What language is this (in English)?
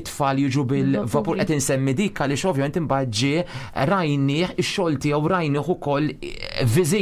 Maltese